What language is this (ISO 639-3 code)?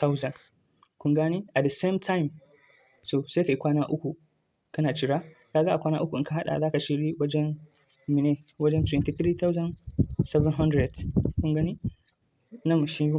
hau